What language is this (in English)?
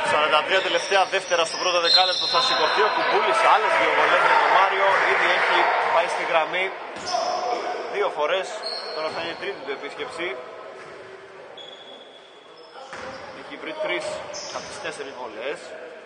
Greek